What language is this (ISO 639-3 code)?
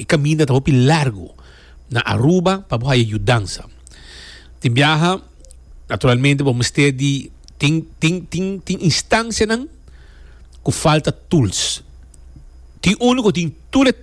pap